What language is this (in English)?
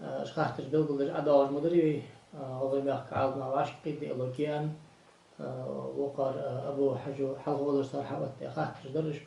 Ingush